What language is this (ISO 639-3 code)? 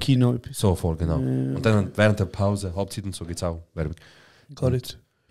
gsw